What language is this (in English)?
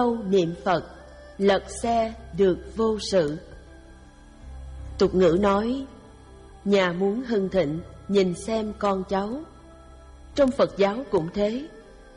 Vietnamese